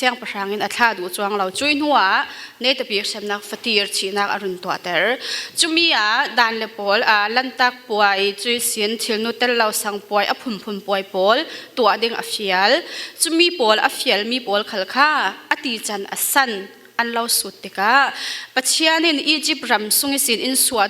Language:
Falam Chin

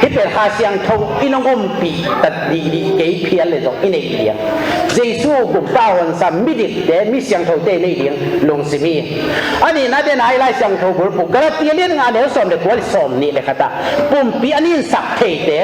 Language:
Tedim Chin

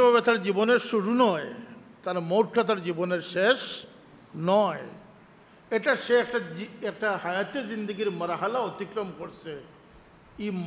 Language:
Sylheti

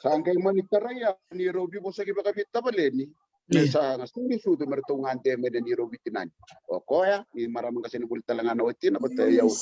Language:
Fijian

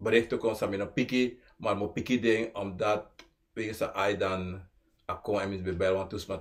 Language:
Sranan Tongo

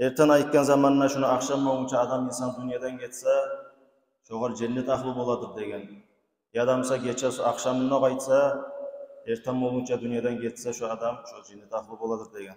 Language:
Kumyk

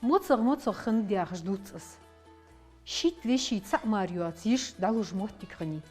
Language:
Ingush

